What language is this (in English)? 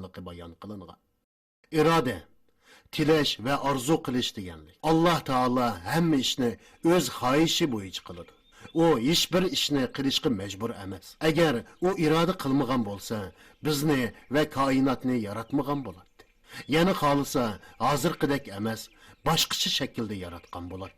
Uyghur